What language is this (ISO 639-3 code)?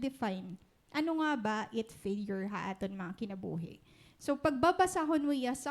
war